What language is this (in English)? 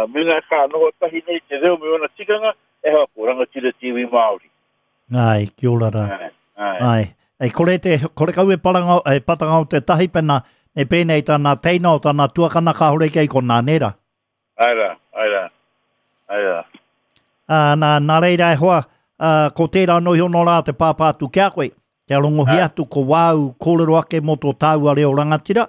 Māori